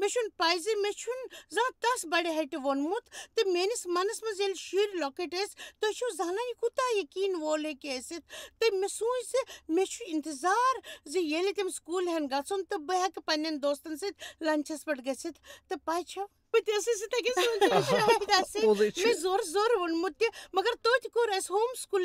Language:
Kashmiri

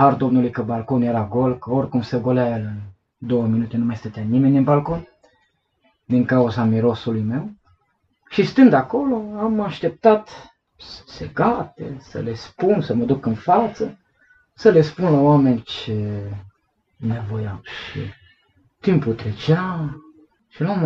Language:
Romanian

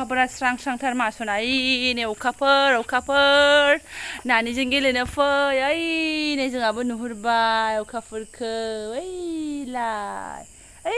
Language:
Bodo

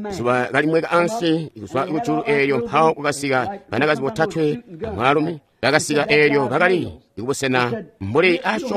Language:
Tonga (Zambia)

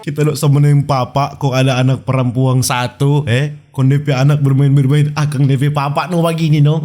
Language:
Manado Malay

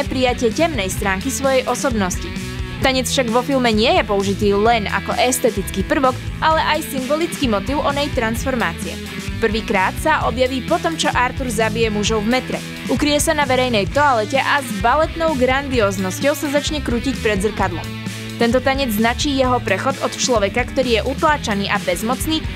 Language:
Slovak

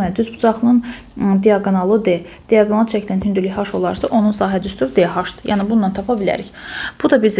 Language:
Azerbaijani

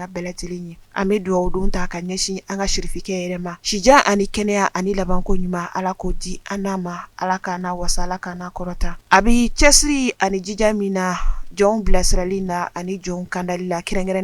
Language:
Bambara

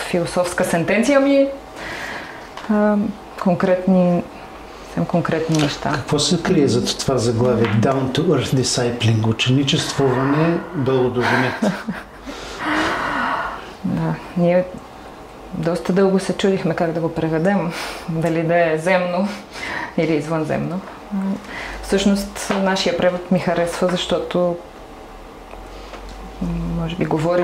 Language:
Bulgarian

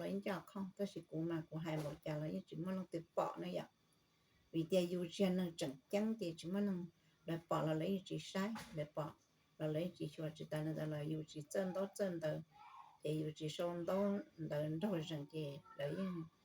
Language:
Hmong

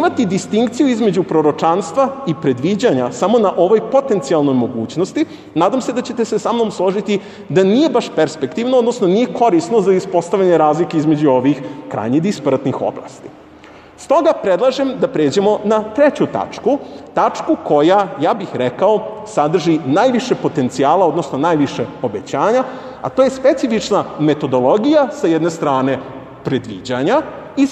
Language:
Serbian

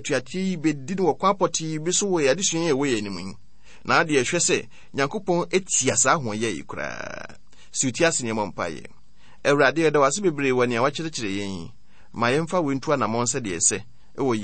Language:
Akan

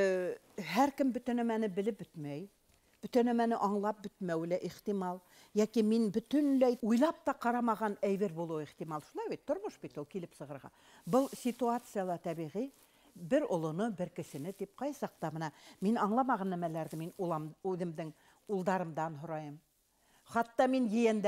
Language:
Bashkir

